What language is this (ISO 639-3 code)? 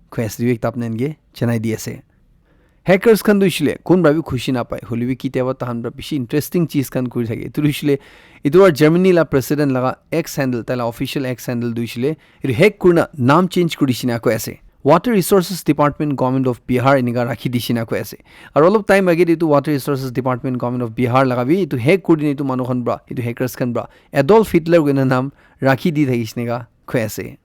nag